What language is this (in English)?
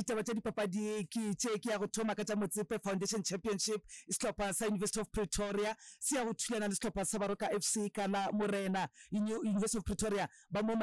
Northern Sotho